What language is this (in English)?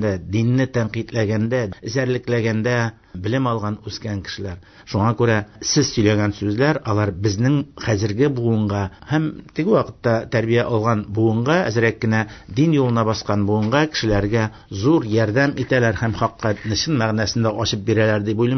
Tatar